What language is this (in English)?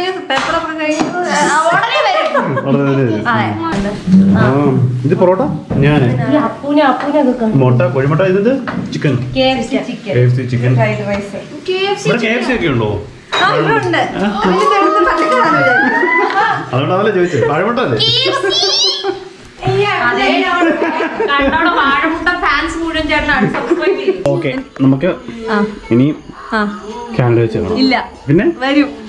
Malayalam